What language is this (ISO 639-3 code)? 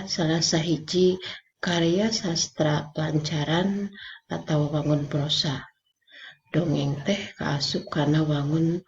sun